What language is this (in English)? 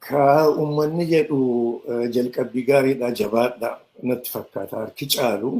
Oromo